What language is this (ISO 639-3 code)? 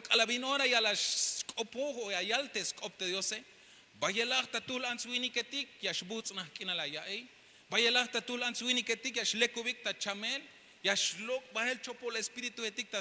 tzh